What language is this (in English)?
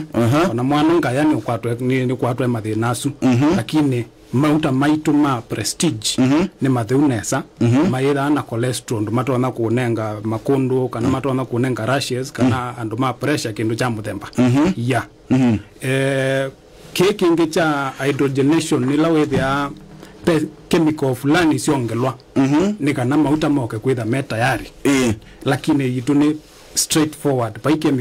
Kamba